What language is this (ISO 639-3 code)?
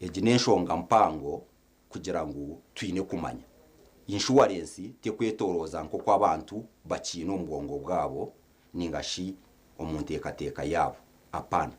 nyn